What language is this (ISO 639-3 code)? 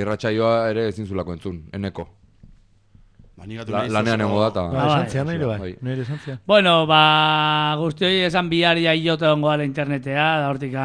eus